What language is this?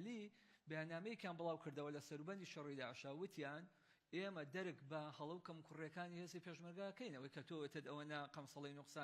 Central Kurdish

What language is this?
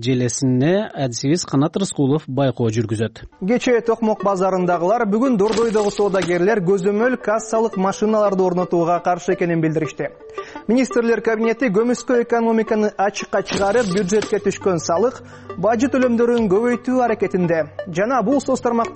Kyrgyz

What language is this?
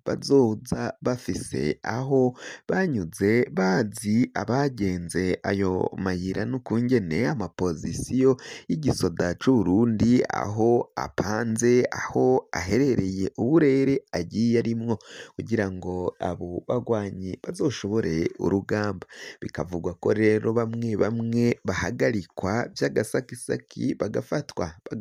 Rundi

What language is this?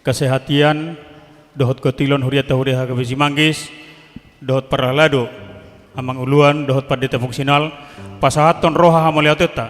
Batak Toba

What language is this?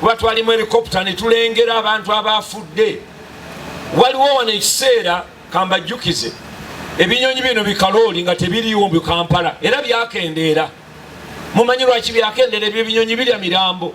Ganda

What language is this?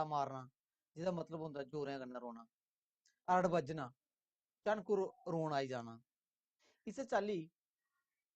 Dogri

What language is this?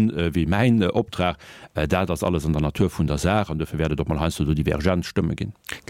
Luxembourgish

